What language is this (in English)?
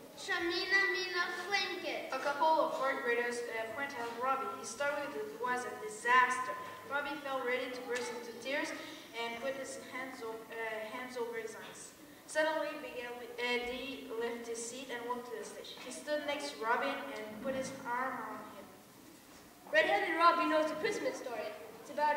English